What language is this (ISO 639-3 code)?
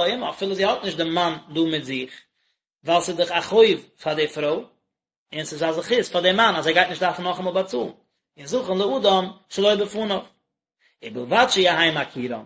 yid